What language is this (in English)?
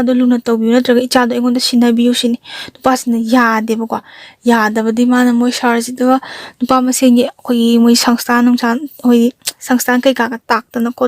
Manipuri